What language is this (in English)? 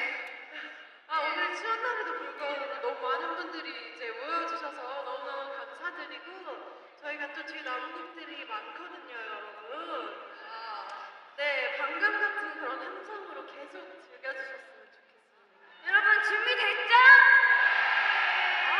Korean